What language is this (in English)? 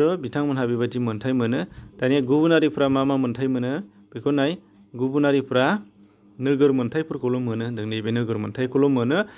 Bodo